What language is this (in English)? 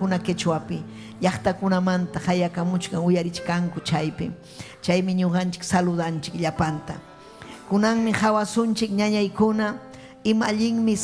Ayacucho Quechua